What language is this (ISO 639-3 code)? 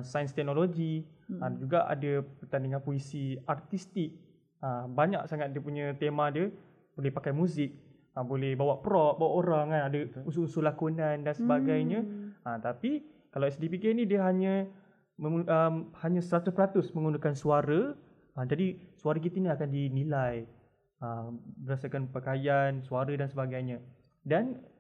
msa